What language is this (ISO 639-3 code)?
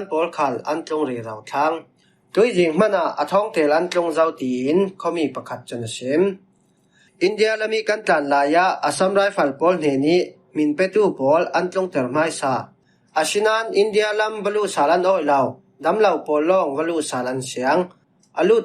cfm